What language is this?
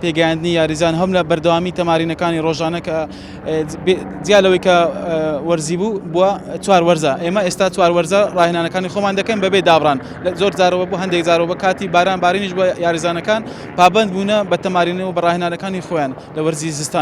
Central Kurdish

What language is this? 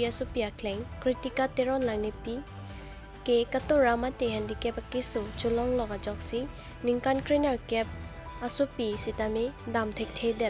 Karbi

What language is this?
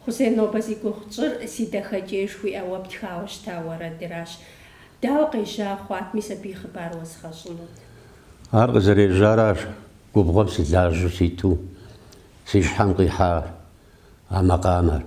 Kabardian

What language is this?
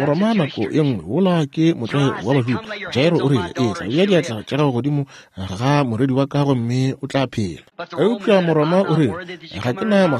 Northern Sotho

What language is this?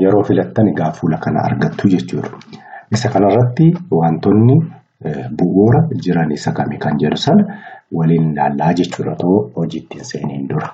Oromo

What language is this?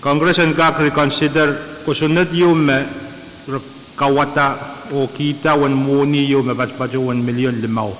Pohnpeian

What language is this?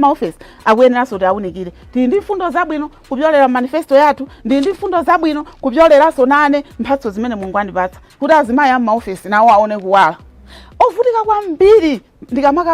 Nyanja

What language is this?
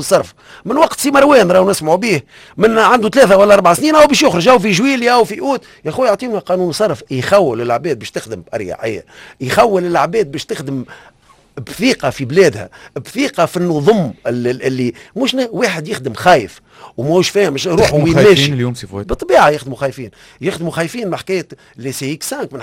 Tunisian Arabic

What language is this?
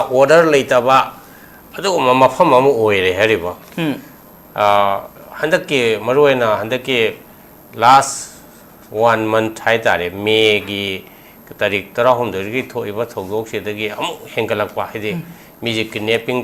Manipuri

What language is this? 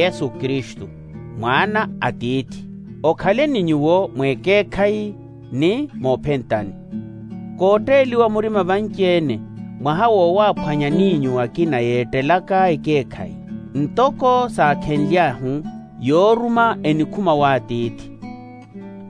Makhuwa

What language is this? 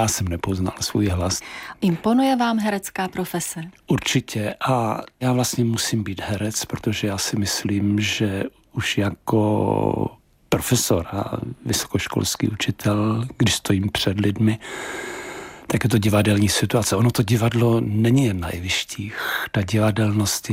Czech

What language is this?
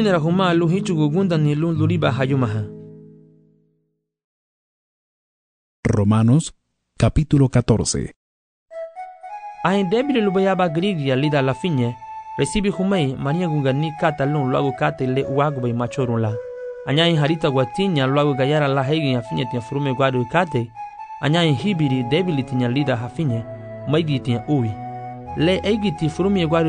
Garifuna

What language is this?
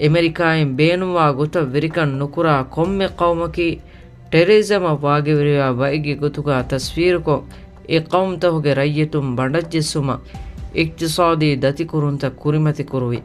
Divehi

